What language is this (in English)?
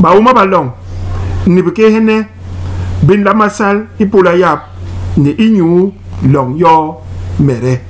Basaa